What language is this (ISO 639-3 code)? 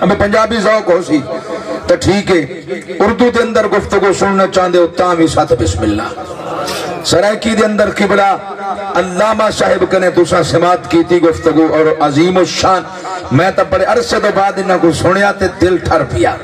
skr